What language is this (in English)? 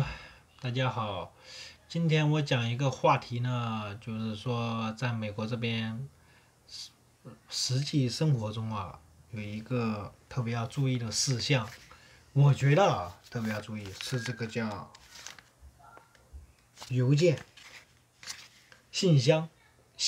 Chinese